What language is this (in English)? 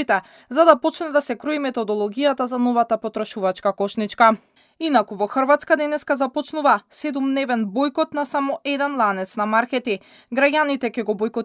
Macedonian